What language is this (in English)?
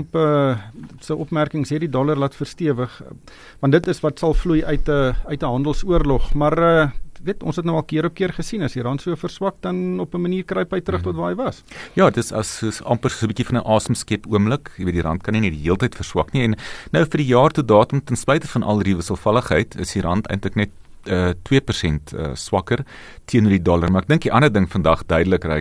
Afrikaans